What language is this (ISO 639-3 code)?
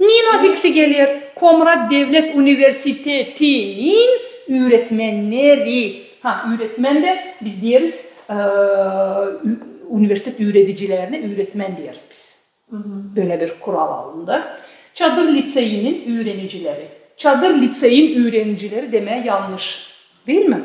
gag